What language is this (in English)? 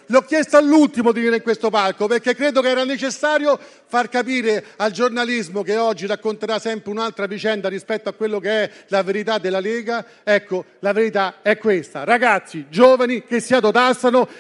Italian